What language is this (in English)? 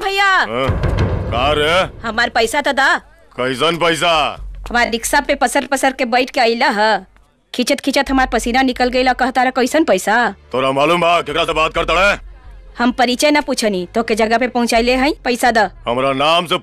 Bhojpuri